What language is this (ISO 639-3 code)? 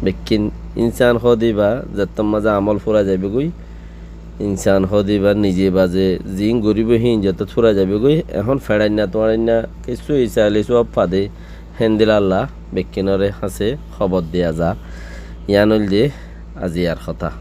rhg